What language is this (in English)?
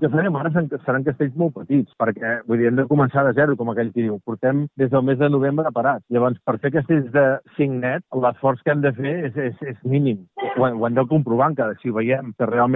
Catalan